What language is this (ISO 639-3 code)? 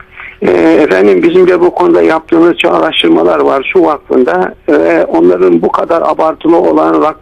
tur